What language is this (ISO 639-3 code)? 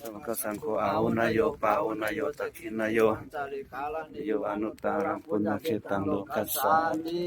pli